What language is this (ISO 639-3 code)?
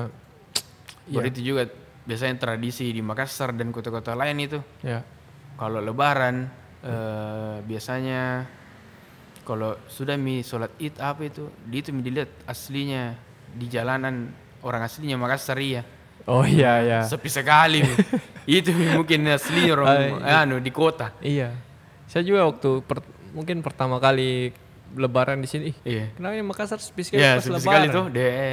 ind